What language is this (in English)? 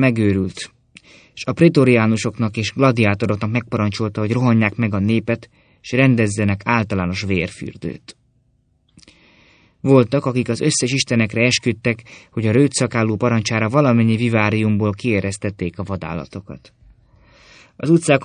Hungarian